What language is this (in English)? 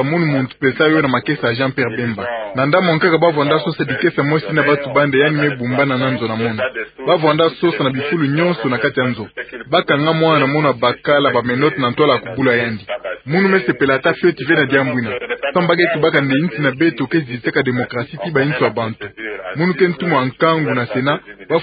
Kituba (Democratic Republic of Congo)